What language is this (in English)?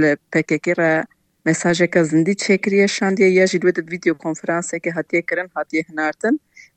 Kurdish